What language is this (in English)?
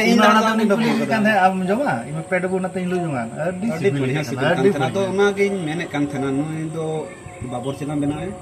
Santali